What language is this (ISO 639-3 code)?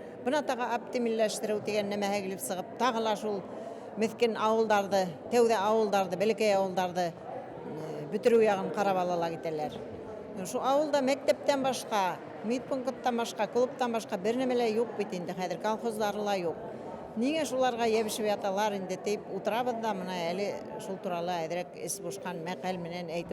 bak